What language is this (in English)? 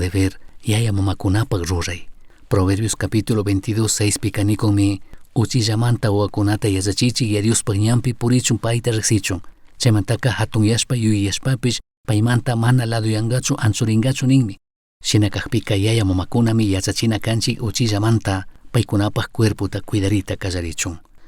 Chimborazo Highland Quichua